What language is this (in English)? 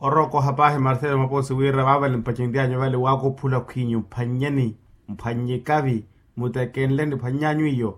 Makhuwa